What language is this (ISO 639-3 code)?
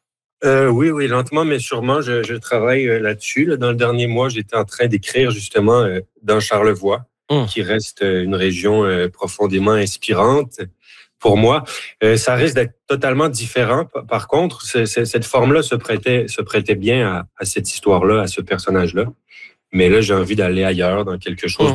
fra